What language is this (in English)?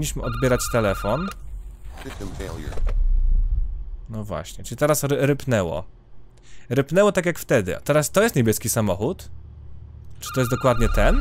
Polish